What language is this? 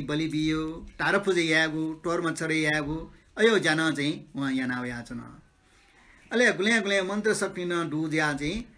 Newari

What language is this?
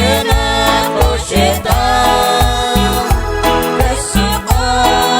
Kekchí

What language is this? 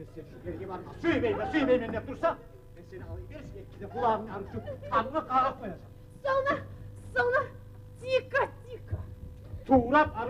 Kumyk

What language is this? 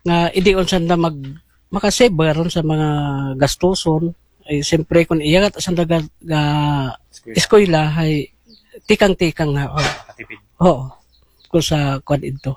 Aklanon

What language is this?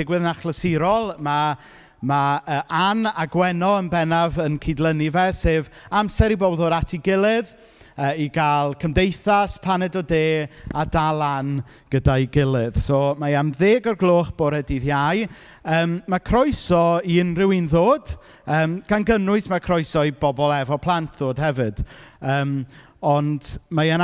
Welsh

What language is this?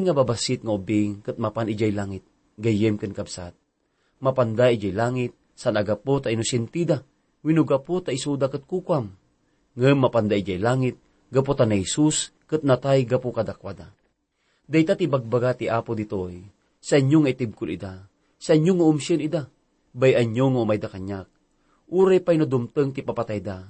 Iloko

